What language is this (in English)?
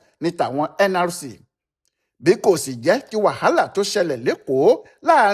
Yoruba